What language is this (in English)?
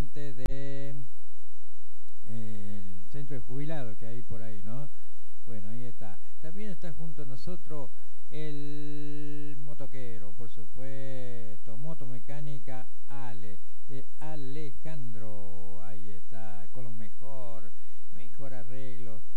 Spanish